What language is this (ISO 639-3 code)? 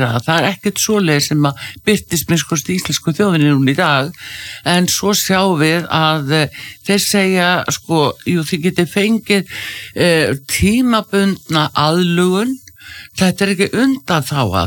isl